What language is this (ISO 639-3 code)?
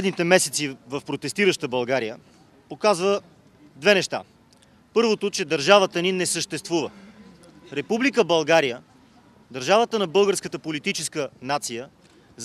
bul